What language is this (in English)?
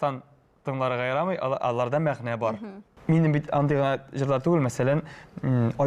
Tatar